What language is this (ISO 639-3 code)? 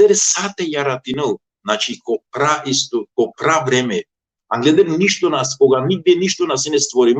rmn